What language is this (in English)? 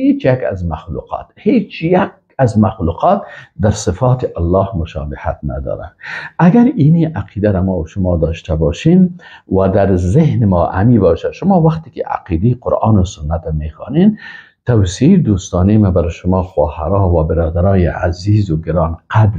Persian